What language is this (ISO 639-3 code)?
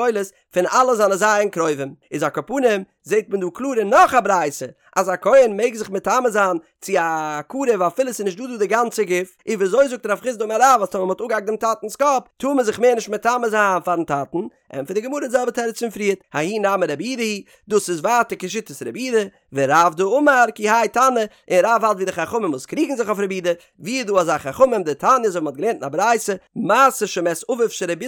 yid